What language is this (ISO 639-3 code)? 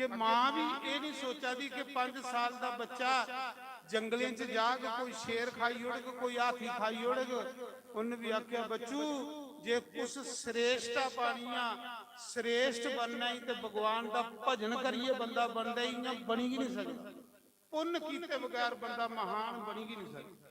doi